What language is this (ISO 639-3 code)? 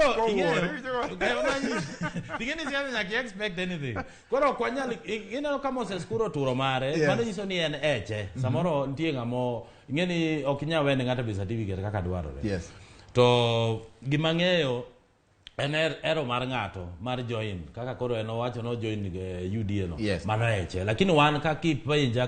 luo